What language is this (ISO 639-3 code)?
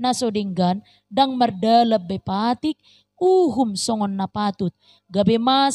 bbc